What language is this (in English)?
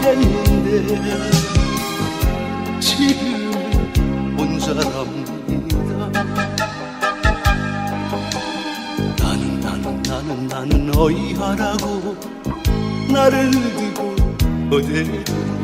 Korean